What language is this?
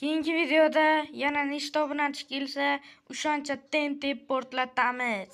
Uzbek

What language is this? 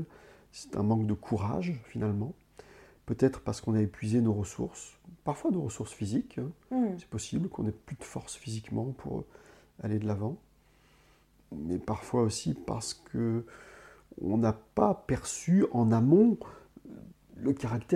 French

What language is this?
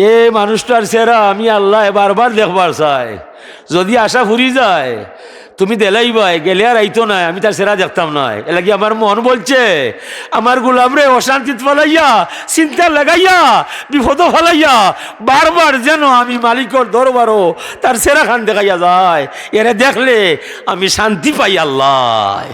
Sylheti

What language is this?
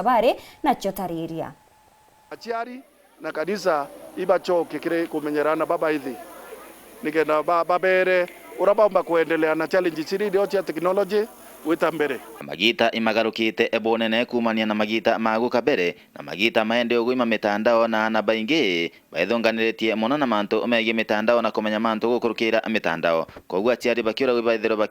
Meru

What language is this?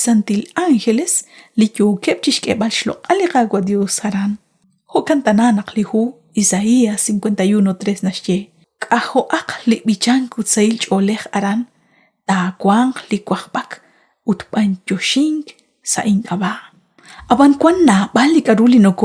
Kekchí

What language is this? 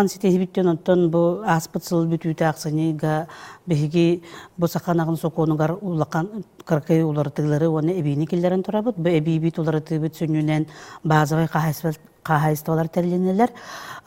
Yakut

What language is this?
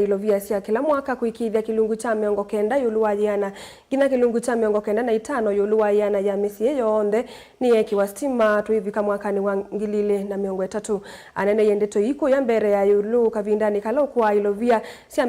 Kamba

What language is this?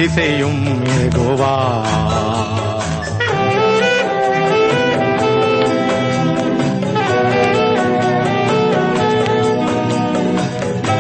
Tamil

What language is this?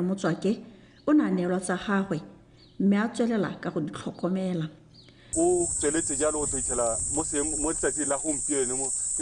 Tswana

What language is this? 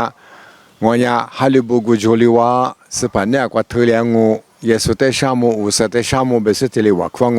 Lisu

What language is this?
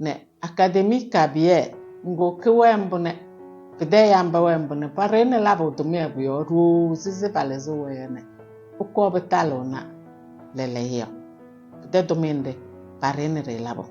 Kabiyè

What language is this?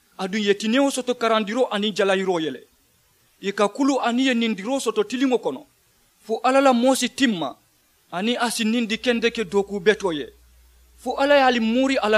Mandingo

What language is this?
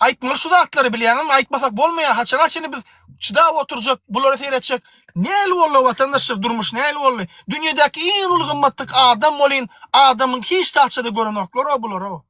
Turkmen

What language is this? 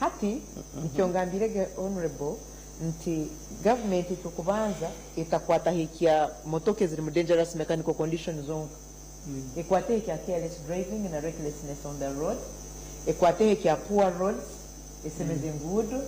Nyankole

